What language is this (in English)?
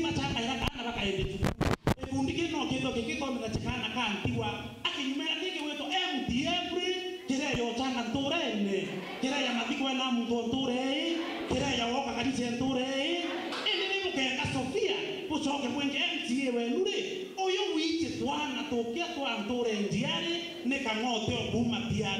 Meru